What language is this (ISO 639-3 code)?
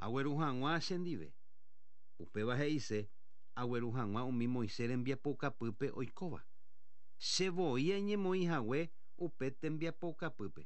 grn